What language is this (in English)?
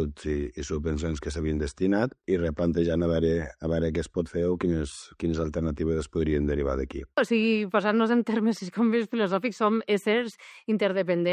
Catalan